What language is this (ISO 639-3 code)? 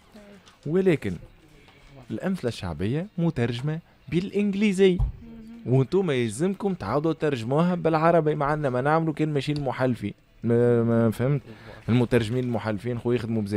aeb